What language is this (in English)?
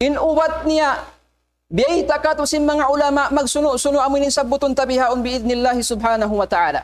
Tausug